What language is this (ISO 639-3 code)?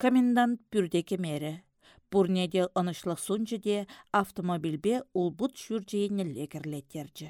chv